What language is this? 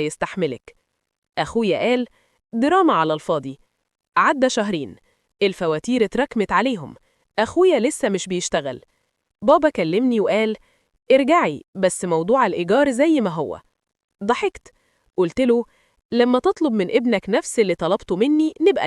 Egyptian Arabic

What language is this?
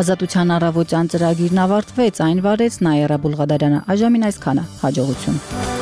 Armenian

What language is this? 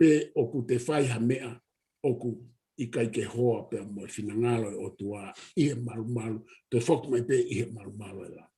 Tongan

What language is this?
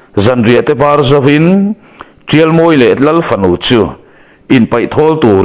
Mizo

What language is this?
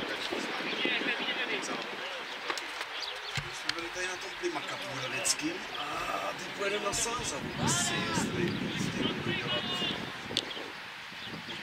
Czech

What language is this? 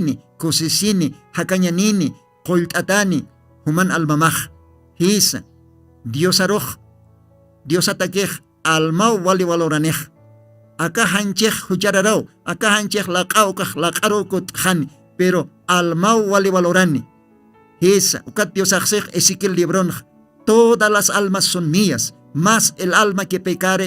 Aymara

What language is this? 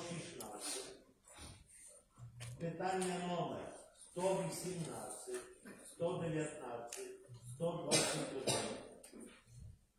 Ukrainian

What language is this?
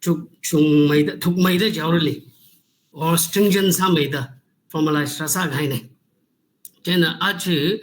Tangkhul Naga (India)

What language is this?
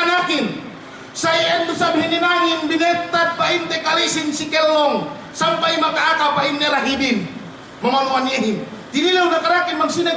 Yakan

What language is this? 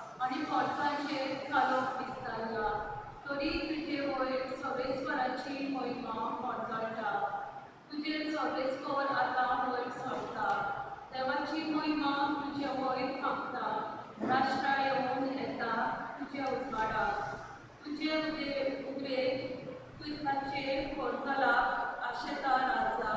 Konkani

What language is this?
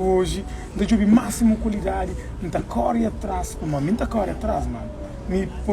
Kabuverdianu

